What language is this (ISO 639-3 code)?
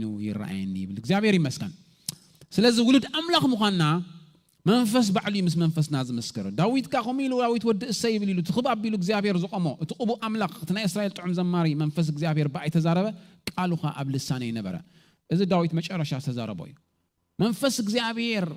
tir